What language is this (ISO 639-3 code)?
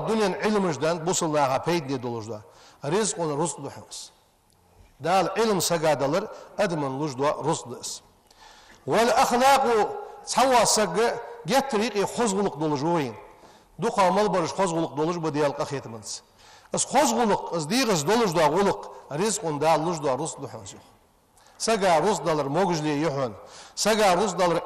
inh